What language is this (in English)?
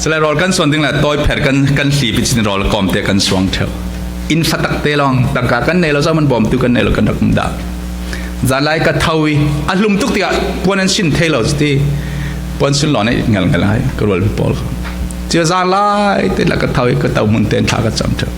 Falam Chin